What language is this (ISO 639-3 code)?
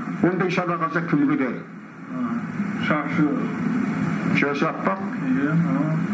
kaz